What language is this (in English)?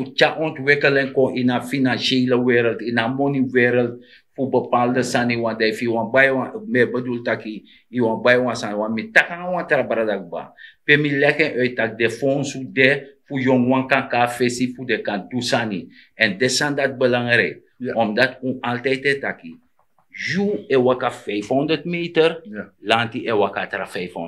Sranan Tongo